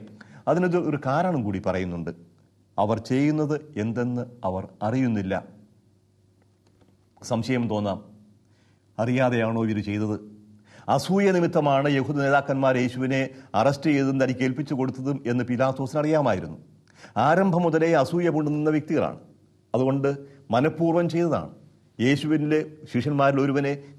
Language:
Malayalam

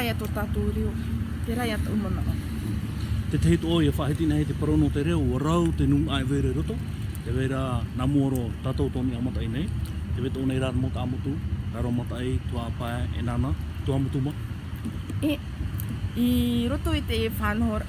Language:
Tahitian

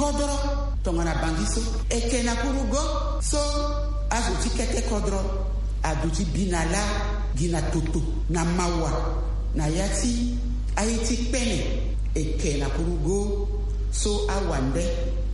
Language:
Sango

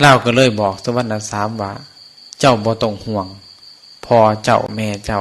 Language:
Northeastern Thai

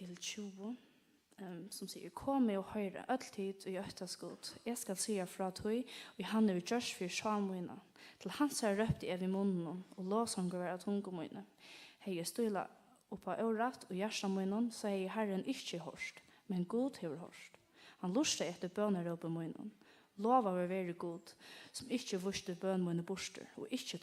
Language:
Faroese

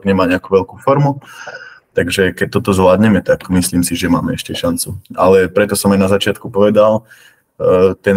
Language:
Slovak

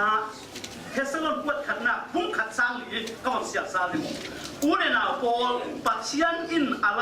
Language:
Falam Chin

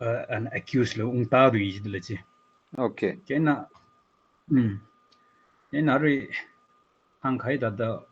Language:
Tangkhul Naga (India)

